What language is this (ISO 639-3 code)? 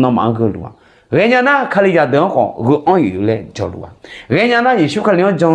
ahk